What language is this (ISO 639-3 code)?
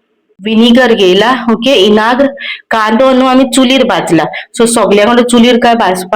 kok